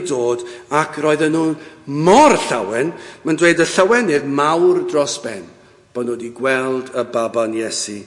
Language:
Welsh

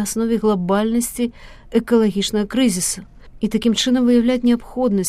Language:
Belarusian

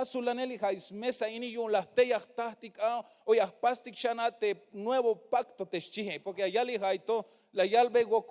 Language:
Tzeltal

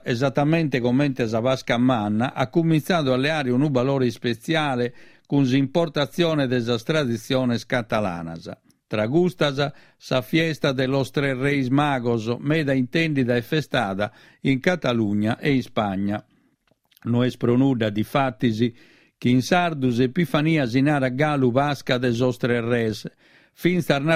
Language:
Sardinian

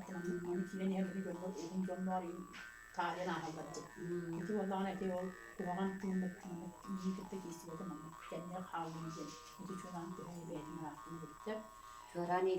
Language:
Yakut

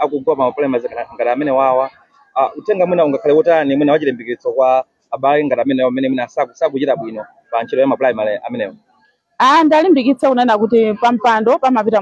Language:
Nyanja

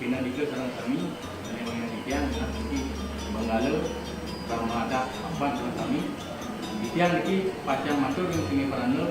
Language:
Balinese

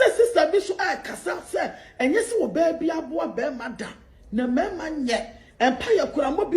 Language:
Akan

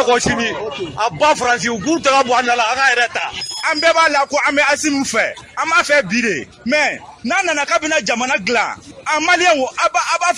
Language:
Bambara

